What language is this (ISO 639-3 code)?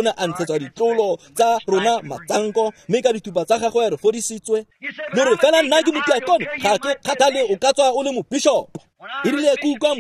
tsn